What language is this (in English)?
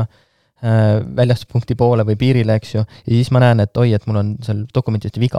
Estonian